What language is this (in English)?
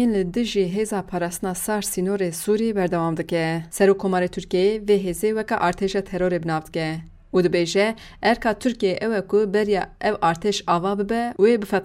Kurdish